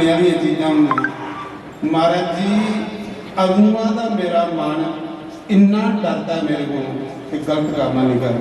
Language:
Dogri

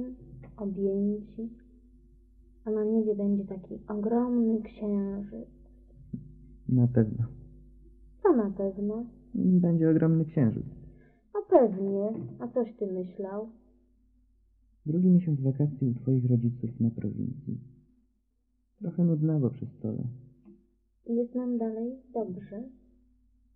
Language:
Polish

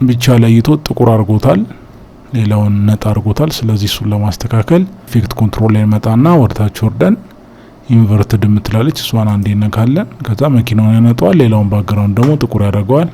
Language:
Amharic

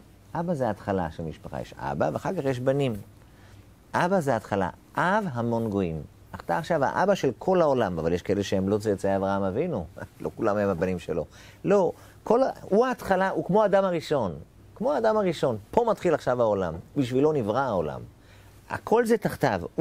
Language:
Hebrew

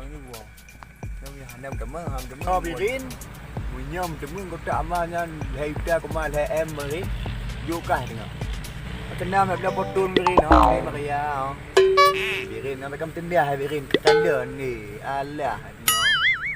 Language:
Achinese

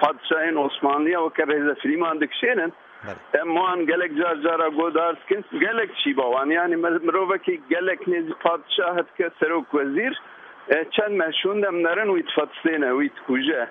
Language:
Kurdish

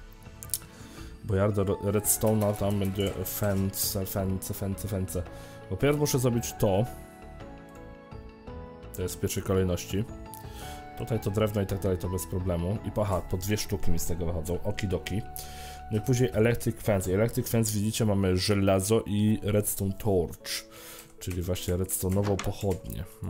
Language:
Polish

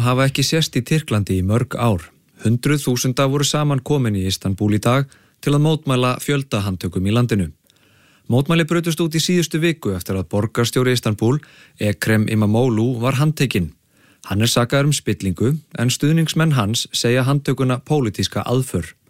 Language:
Icelandic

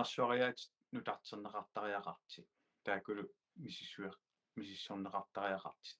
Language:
Kalaallisut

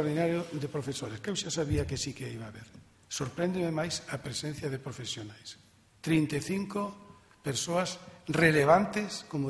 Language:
Galician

